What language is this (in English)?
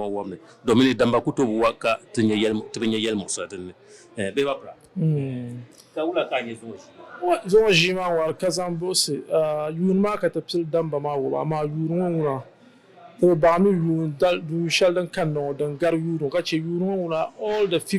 Dagbani